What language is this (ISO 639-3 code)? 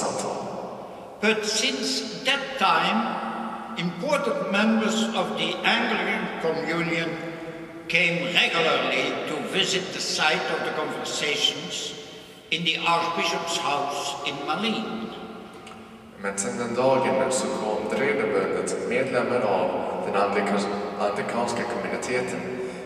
swe